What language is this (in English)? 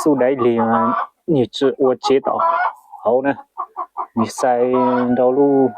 Hmong